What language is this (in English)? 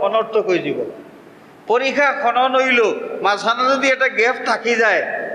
Sylheti